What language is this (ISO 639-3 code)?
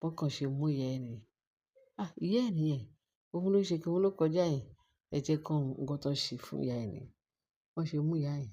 yor